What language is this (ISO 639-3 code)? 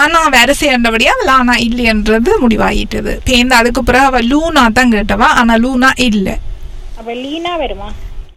tam